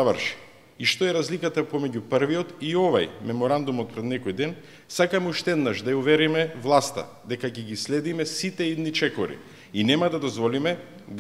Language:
Macedonian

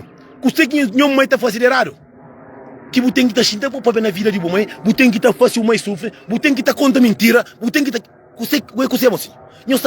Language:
Kabuverdianu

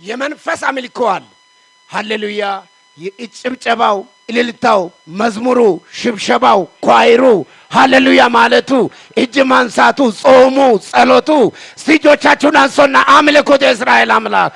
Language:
Amharic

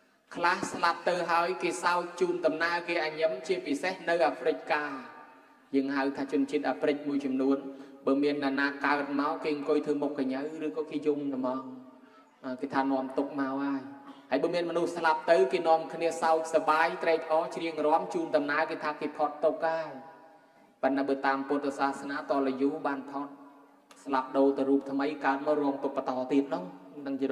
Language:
Khmer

